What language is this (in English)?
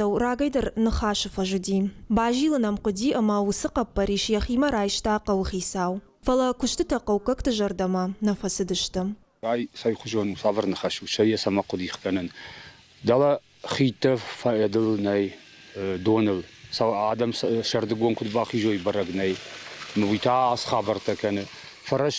Ossetic